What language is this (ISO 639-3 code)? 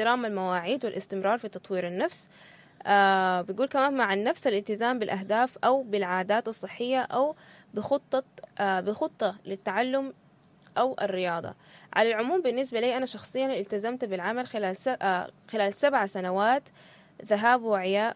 apd